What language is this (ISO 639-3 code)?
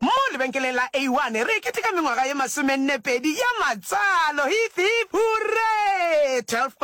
nso